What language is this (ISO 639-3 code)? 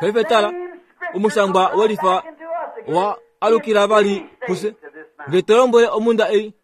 kua